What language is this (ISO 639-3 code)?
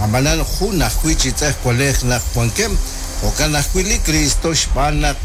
kek